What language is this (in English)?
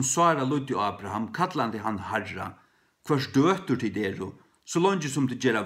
Faroese